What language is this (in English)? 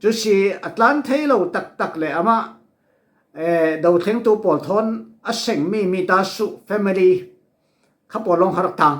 Falam Chin